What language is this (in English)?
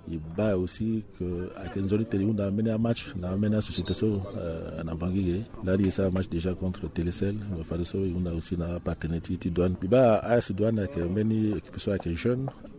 Sango